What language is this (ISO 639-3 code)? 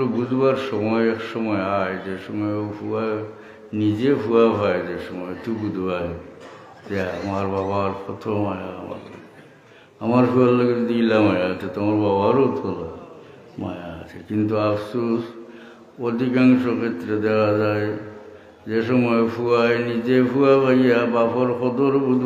syl